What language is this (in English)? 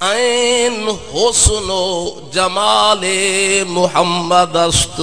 Saraiki